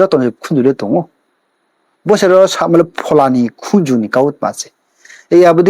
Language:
Riang (India)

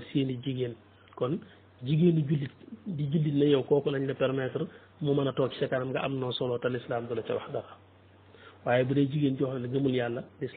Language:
Wolof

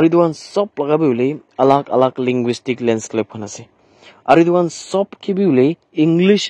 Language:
Naga Pidgin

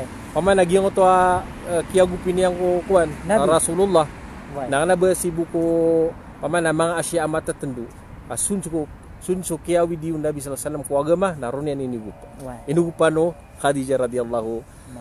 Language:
Maranao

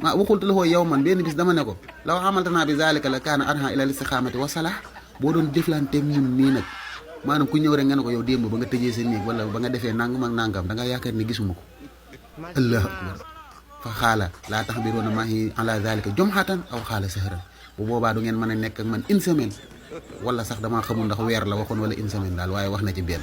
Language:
Wolof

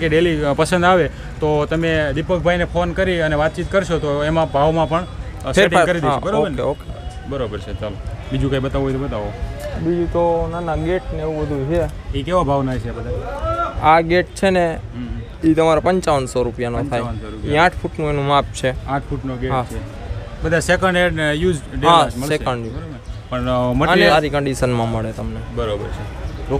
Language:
Gujarati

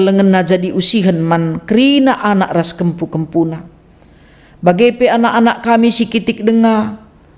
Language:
Batak Karo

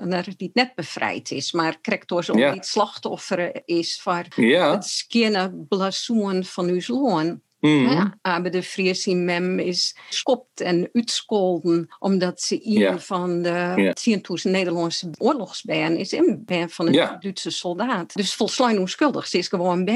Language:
Western Frisian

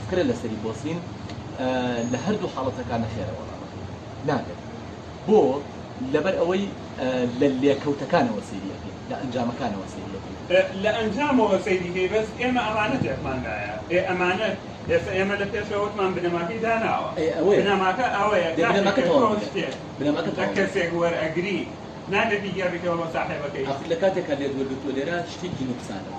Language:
Central Kurdish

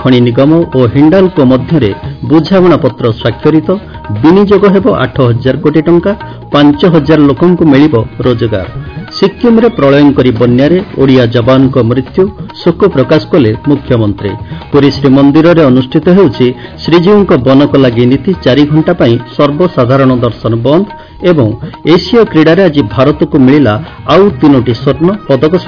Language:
Odia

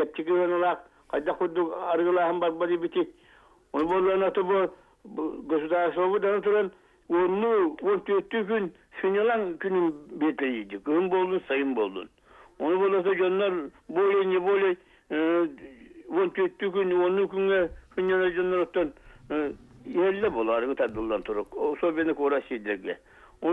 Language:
Yakut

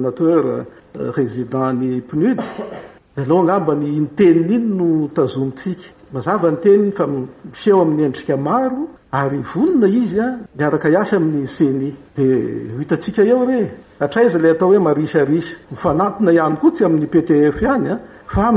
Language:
Malagasy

